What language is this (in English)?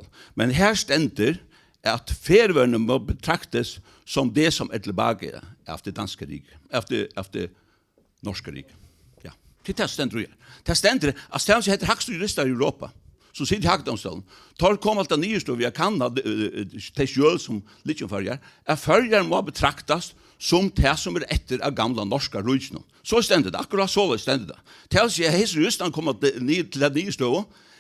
Faroese